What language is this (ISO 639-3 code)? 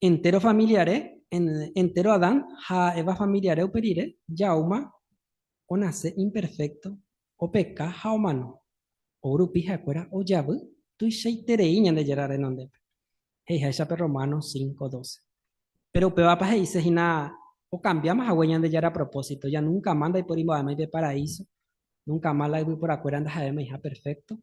grn